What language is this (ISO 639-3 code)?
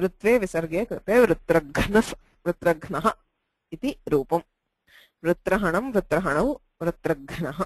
san